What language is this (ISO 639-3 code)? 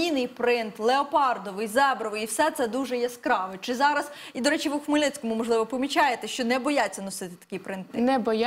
ukr